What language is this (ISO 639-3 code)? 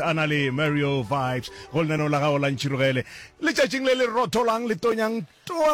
nso